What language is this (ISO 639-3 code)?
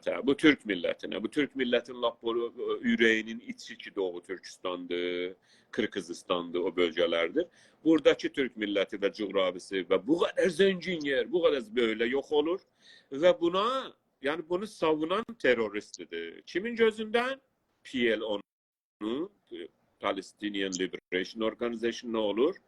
azb